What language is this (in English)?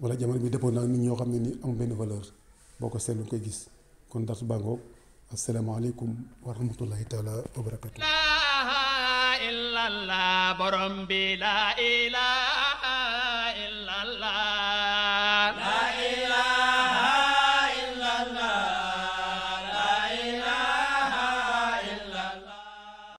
Wolof